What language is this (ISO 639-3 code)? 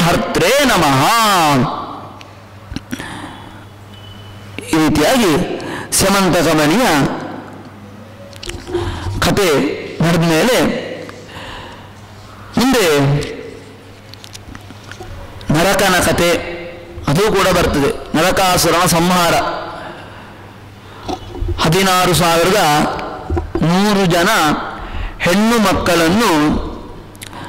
kan